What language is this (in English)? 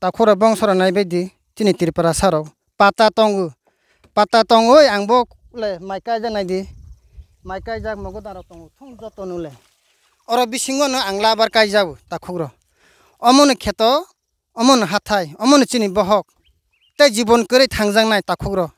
Riang (India)